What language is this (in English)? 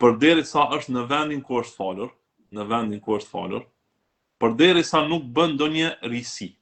Albanian